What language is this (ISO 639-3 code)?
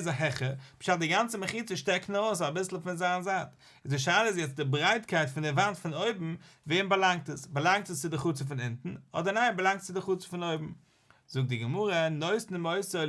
yid